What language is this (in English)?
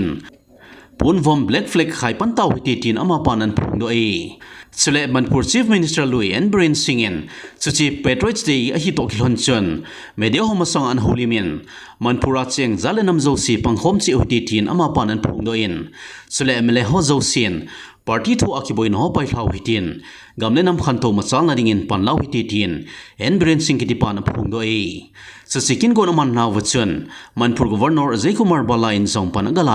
Thado Chin